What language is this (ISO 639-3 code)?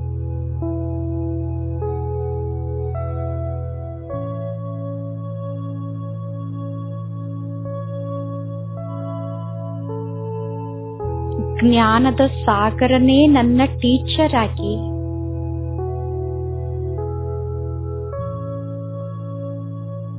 kan